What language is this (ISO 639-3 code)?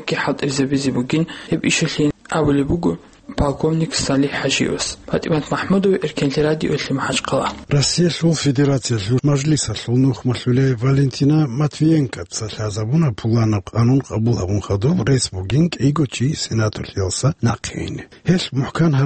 ava